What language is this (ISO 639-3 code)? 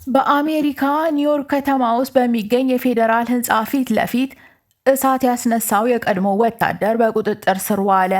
amh